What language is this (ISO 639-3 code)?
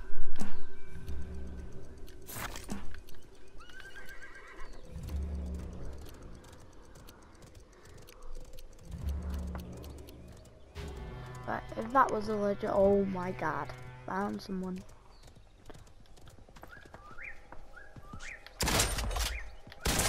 eng